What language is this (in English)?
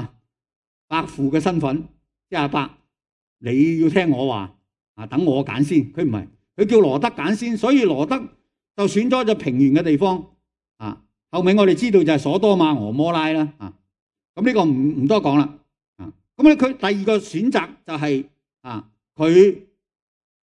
Cantonese